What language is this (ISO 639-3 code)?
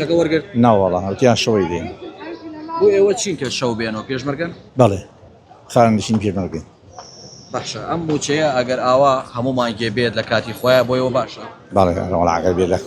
ckb